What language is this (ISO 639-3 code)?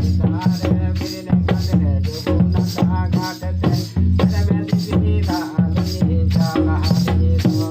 sat